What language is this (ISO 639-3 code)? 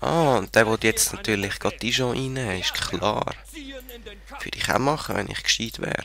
gsw